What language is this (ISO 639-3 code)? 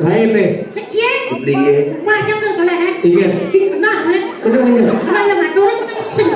ban